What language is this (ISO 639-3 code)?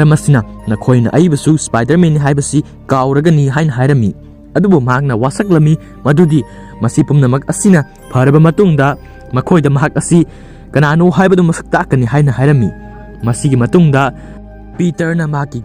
mni